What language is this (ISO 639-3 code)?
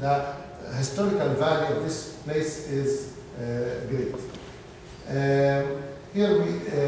eng